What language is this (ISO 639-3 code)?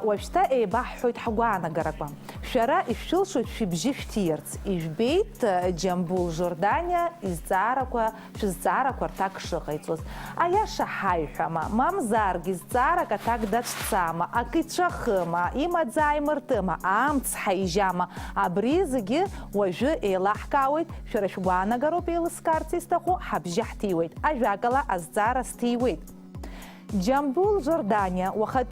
abk